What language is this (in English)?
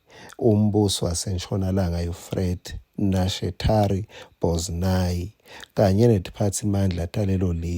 Swati